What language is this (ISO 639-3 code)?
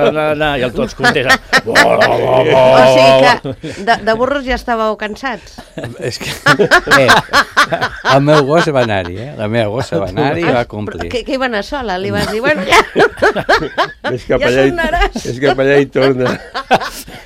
cat